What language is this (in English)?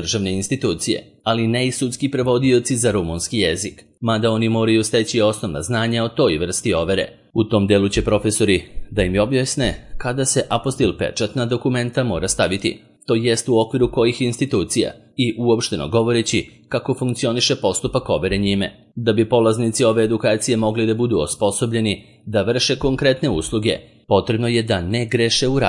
Serbian